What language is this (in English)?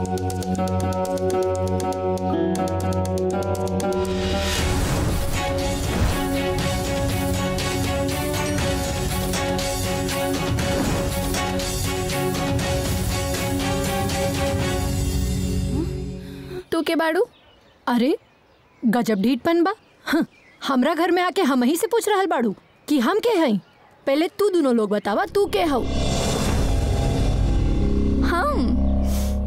Bhojpuri